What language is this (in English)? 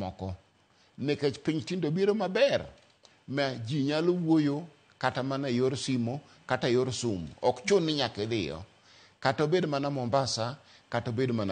Luo (Kenya and Tanzania)